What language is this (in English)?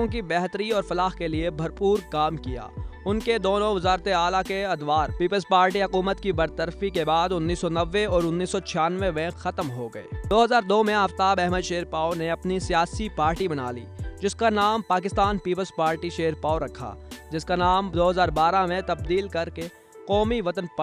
Urdu